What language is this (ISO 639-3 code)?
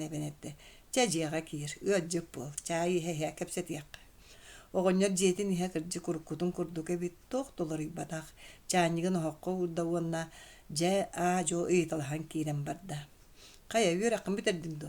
sah